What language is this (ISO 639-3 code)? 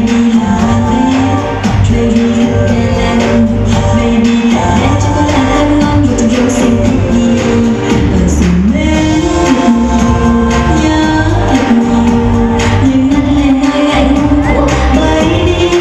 vie